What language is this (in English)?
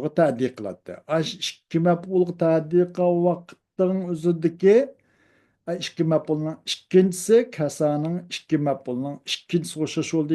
Uyghur